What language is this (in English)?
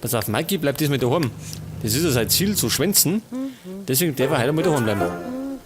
Bavarian